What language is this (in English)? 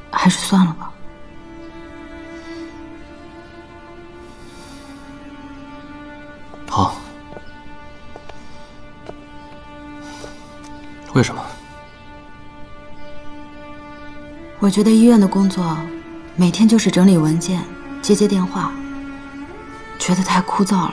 Chinese